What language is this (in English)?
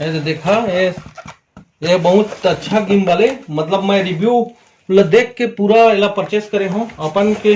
Chhattisgarhi